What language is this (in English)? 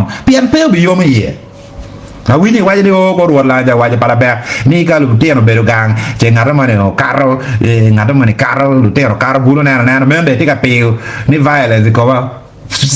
Acoli